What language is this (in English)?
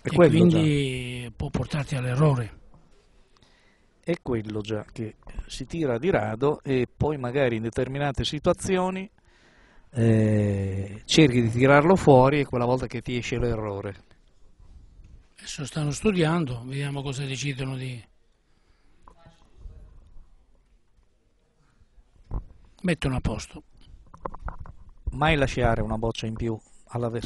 Italian